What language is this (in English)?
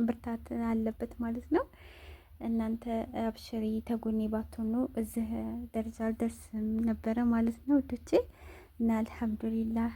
Amharic